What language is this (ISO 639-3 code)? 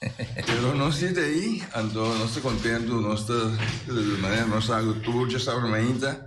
pap